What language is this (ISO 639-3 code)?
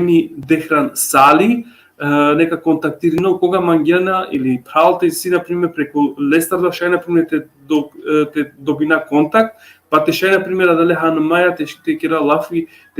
rmn